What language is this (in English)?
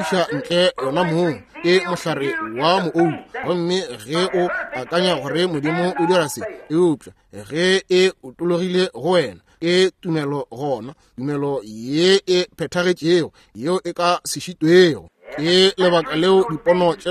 Northern Sotho